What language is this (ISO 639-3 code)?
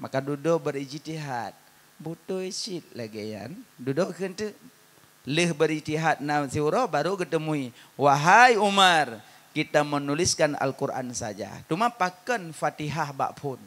ace